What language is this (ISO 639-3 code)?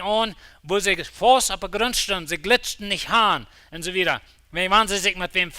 pdt